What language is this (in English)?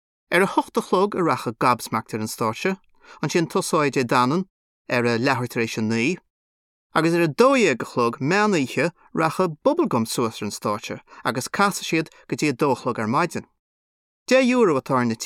Irish